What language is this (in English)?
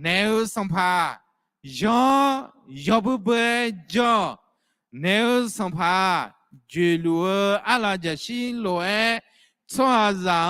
Akha